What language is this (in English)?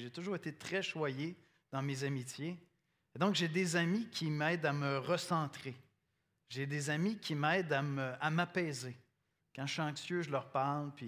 French